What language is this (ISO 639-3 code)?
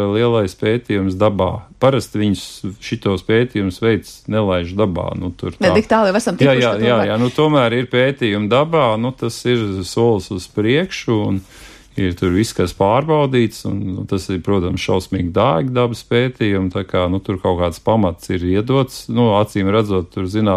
lav